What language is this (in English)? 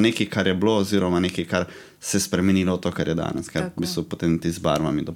Slovenian